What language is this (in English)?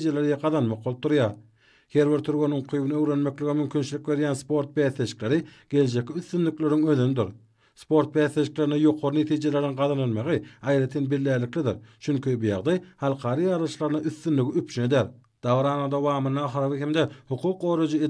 Turkmen